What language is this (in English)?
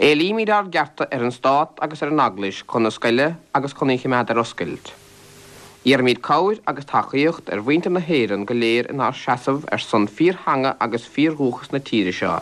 Irish